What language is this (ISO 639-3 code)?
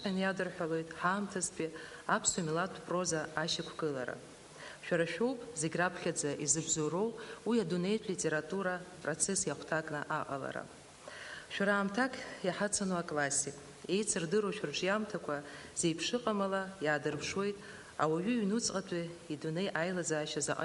abk